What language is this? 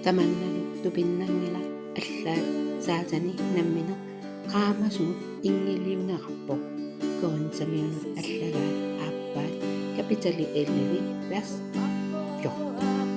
Kalaallisut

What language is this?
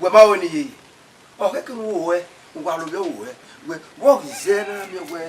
Bini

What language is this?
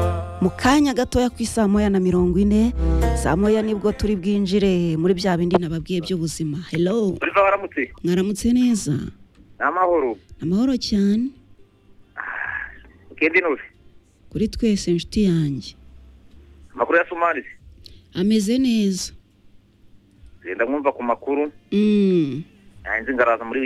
Kinyarwanda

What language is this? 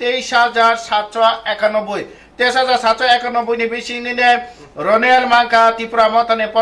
Kok Borok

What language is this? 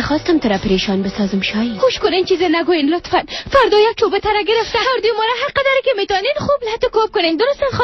Persian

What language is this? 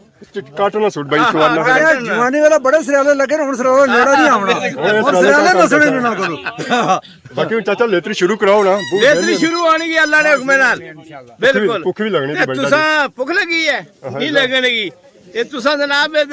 Pahari-Potwari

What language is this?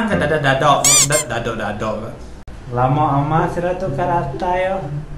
Iban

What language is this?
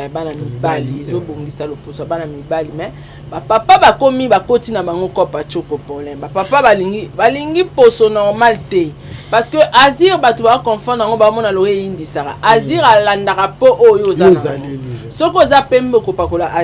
Lingala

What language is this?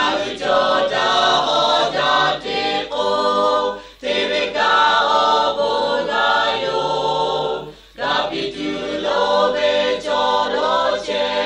Lahu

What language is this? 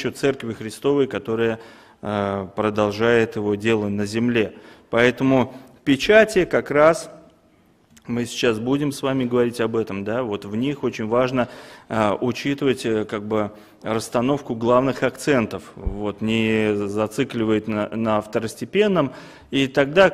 Russian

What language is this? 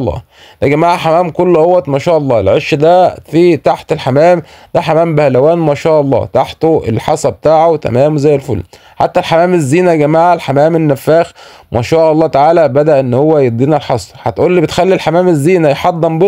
Egyptian Arabic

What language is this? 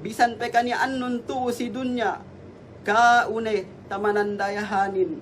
Yakan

